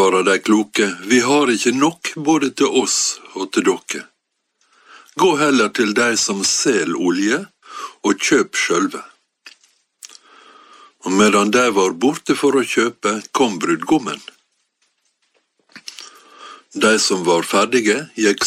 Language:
Norwegian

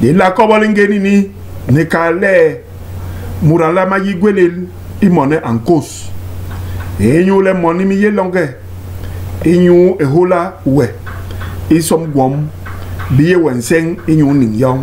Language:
Basaa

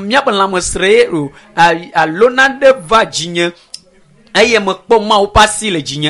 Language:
Ewe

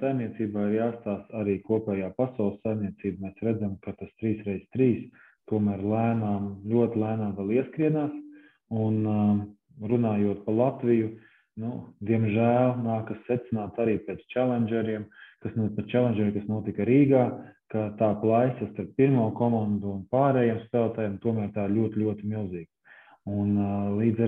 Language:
Latvian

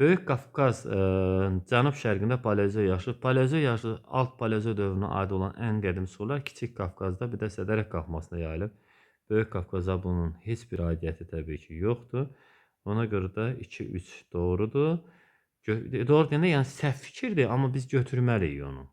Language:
Azerbaijani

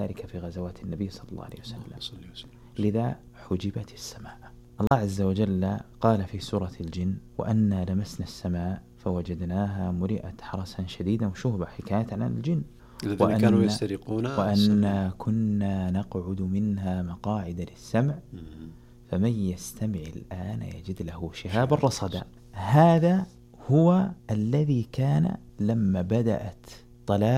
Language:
Arabic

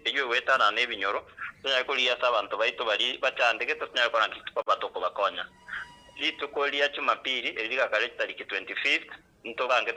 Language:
Gusii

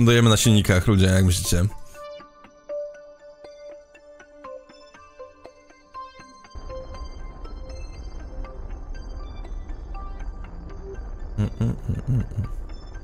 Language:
Polish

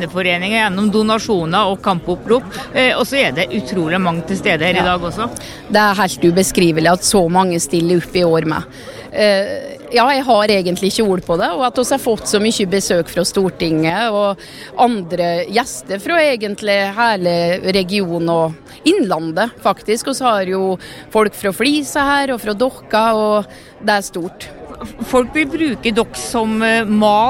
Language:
Norwegian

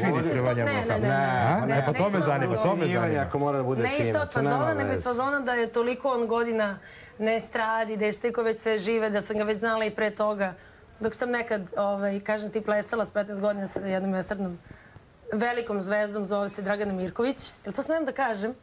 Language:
Serbian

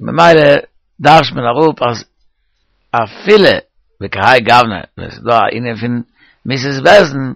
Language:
Yiddish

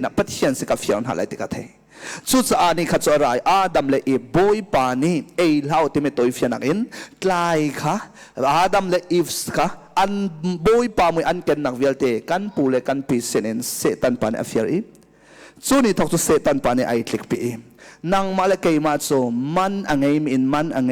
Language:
Hakha Chin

